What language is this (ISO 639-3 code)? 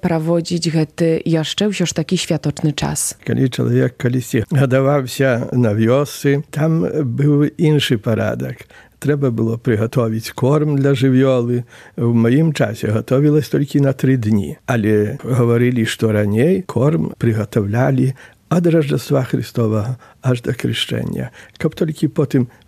bel